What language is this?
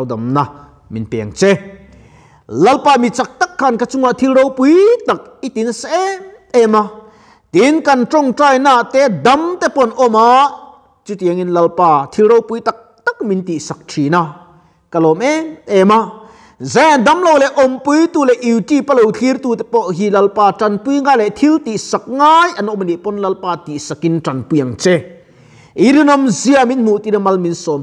Mizo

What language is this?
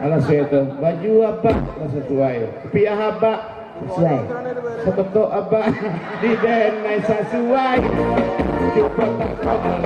Minangkabau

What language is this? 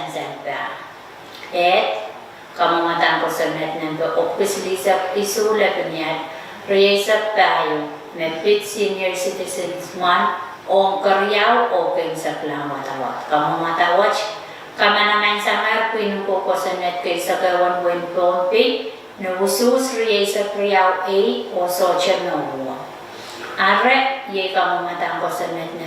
Pohnpeian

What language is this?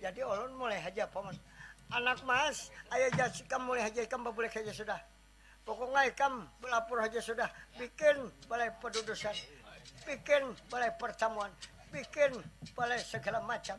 Banjar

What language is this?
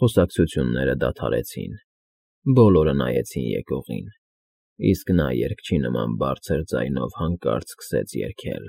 Armenian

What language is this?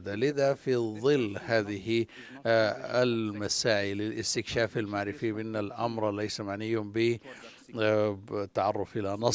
Arabic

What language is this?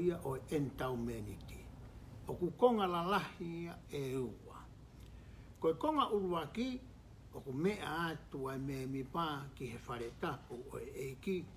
Tongan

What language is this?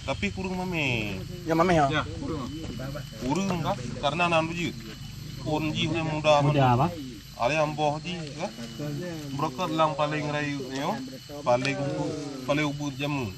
Achinese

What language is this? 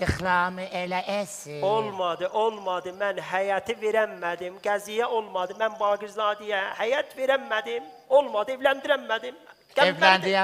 South Azerbaijani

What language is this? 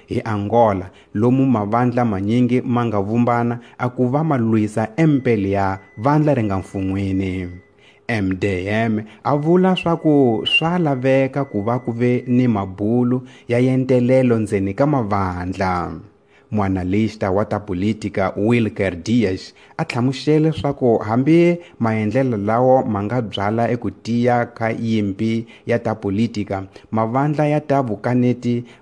Tsonga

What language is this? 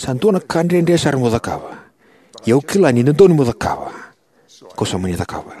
Fijian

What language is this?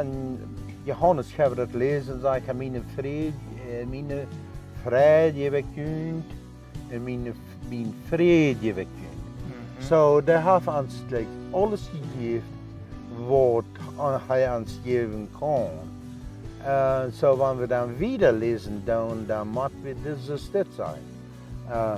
Plautdietsch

